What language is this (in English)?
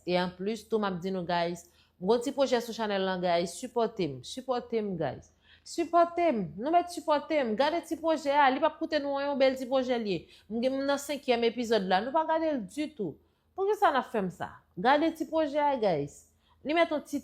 Haitian Creole